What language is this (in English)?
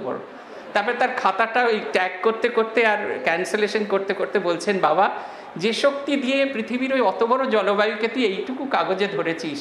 Bangla